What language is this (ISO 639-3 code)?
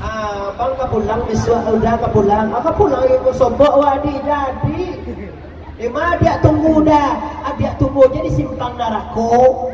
min